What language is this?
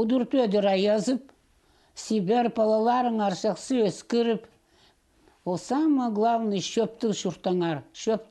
Khakas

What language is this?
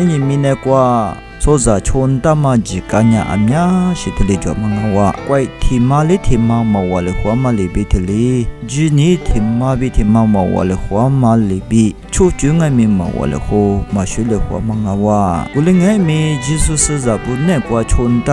Lisu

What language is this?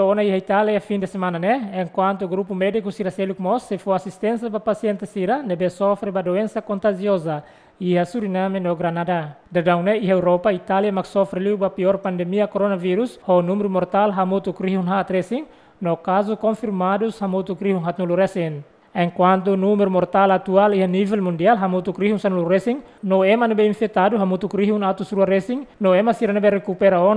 Tetum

